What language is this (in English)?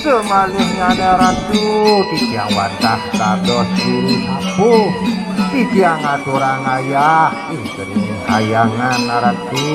Balinese